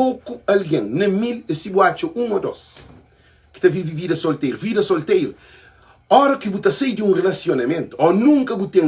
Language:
Kabuverdianu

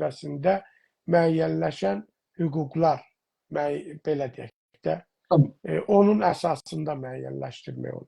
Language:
South Azerbaijani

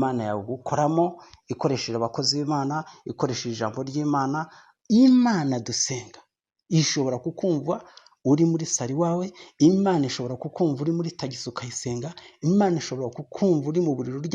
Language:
Kinyarwanda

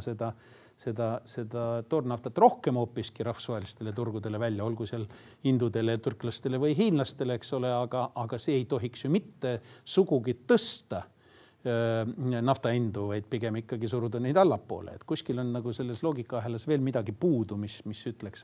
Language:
Estonian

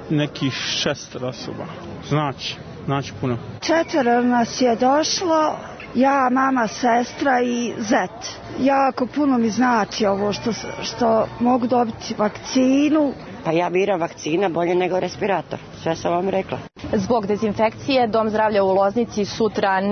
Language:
Serbian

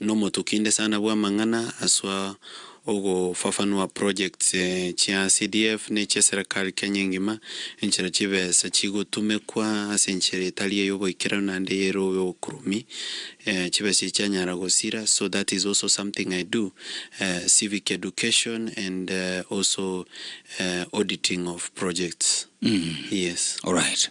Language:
Gusii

